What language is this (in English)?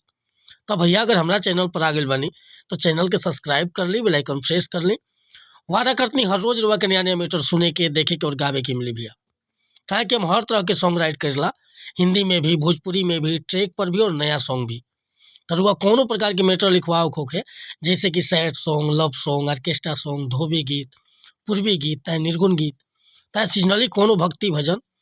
Bhojpuri